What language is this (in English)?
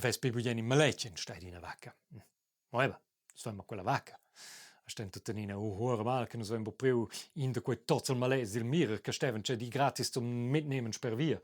Romansh